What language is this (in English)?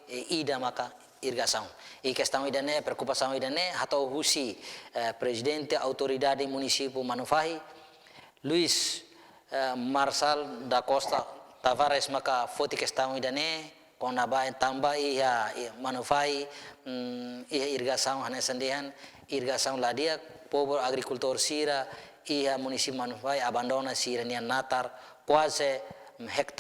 Tetum